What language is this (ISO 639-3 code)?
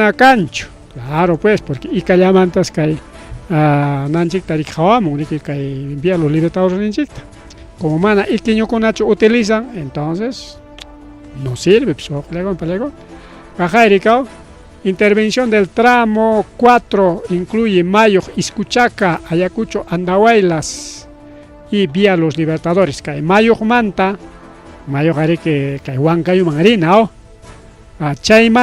quy